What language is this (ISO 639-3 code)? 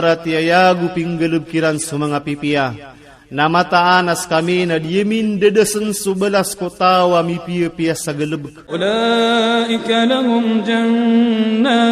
ilp